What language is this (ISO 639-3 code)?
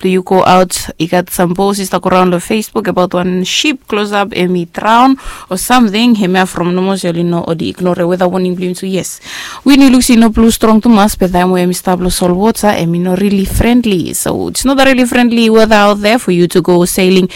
bis